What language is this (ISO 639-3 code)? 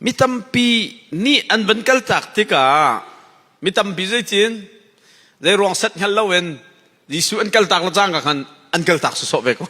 cnh